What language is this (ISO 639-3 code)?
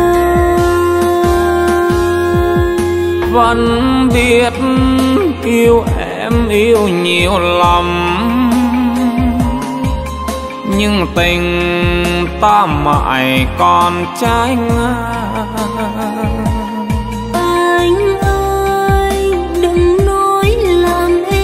vie